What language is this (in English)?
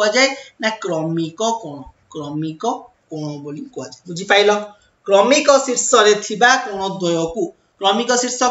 Odia